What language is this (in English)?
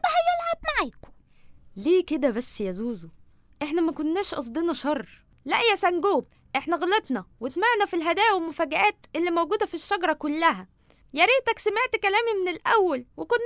Egyptian Arabic